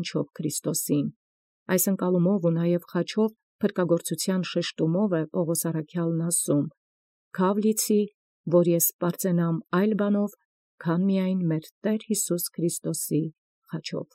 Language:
Armenian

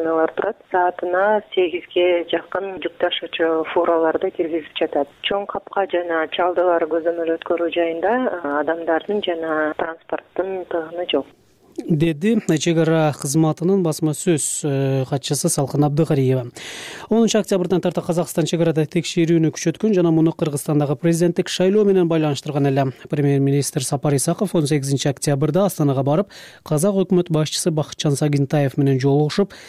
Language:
Kyrgyz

